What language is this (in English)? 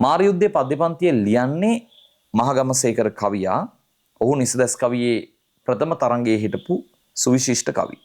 Sinhala